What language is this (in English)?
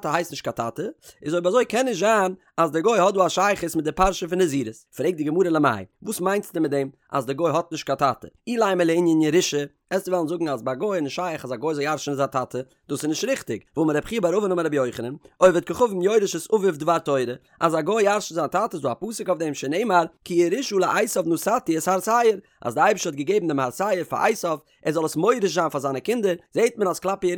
Yiddish